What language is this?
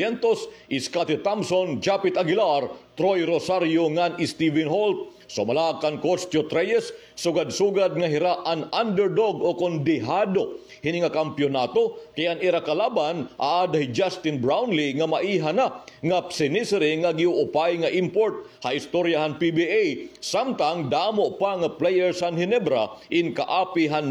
Waray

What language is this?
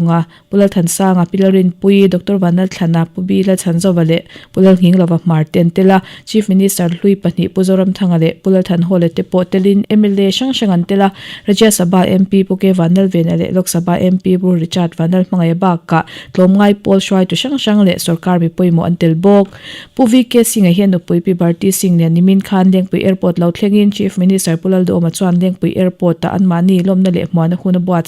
Mizo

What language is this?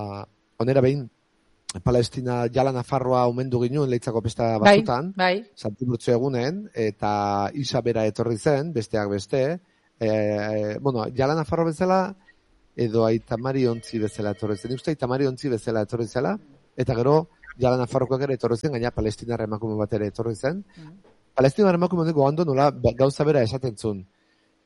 Basque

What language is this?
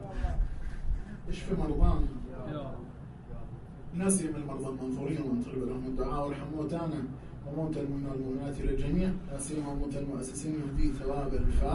Arabic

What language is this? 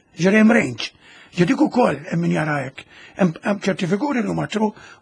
Maltese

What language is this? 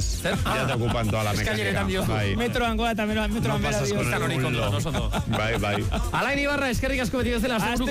Basque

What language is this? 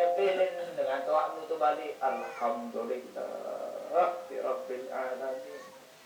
Sasak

